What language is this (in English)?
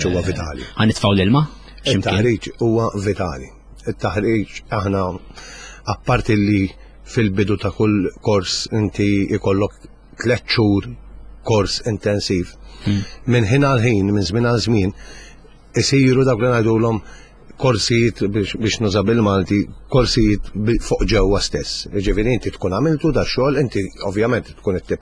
Maltese